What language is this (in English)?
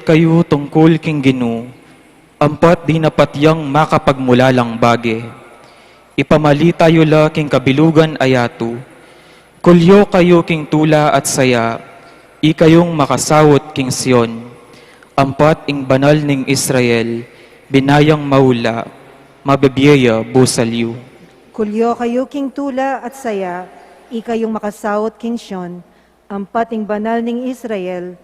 Pampanga